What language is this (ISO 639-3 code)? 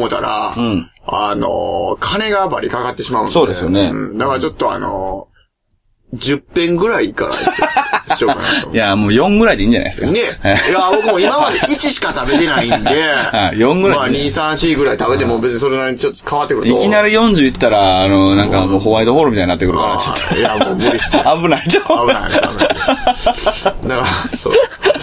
jpn